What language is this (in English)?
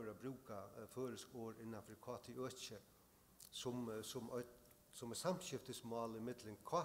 Faroese